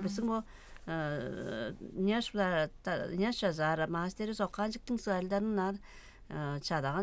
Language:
Tuvinian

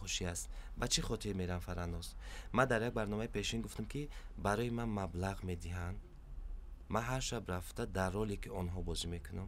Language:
Tajik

